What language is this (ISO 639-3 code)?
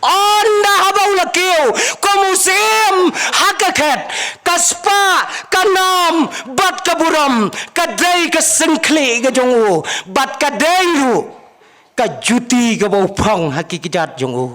kha